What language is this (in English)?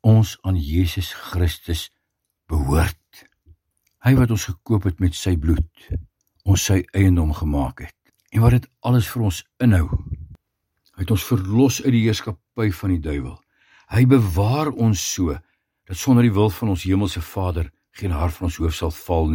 Afrikaans